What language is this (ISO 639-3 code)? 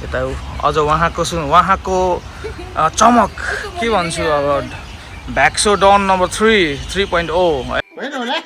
nep